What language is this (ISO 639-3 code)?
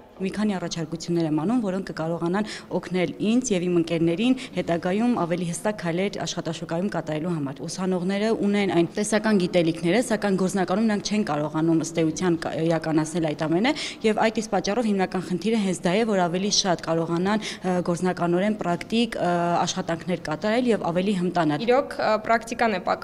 hye